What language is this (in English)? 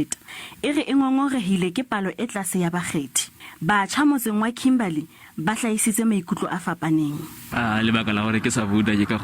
Southern Sotho